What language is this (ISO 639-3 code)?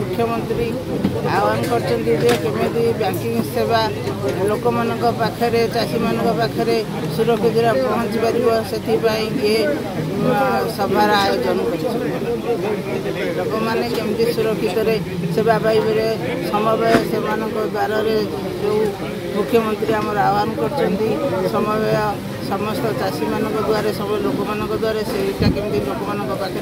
ori